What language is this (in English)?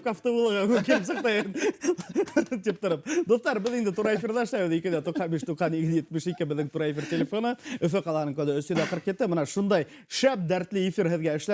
Bashkir